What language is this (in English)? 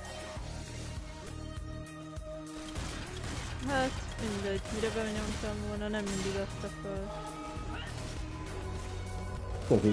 Hungarian